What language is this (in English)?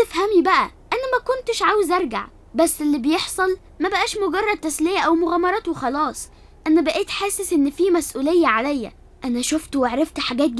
Egyptian Arabic